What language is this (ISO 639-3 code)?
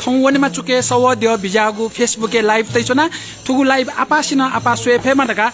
new